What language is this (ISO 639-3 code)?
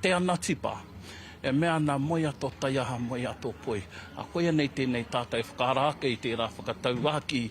mri